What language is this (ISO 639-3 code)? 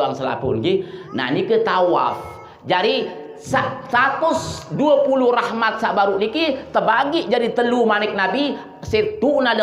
sas